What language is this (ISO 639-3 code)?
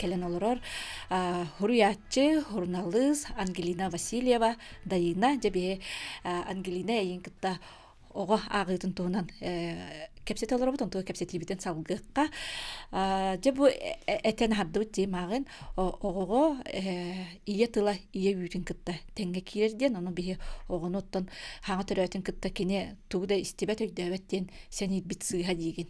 sah